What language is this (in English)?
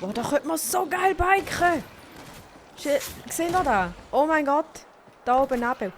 Swiss German